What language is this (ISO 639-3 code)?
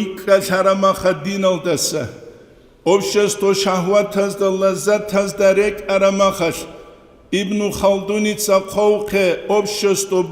ava